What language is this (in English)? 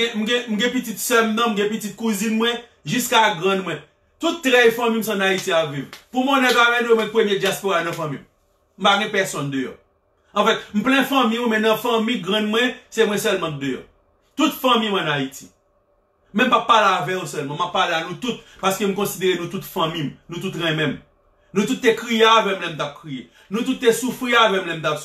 Haitian Creole